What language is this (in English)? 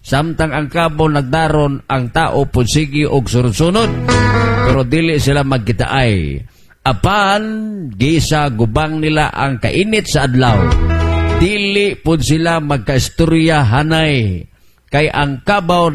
Cebuano